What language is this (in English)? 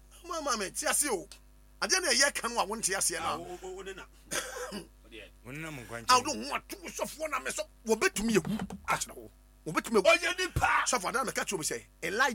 Akan